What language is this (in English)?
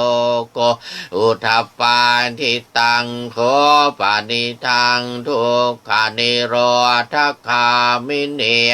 Pali